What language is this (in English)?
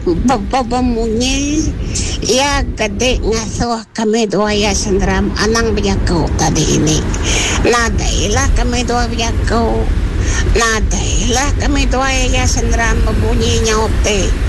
Iban